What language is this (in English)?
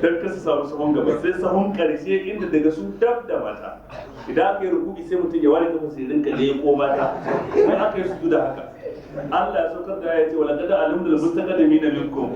Hausa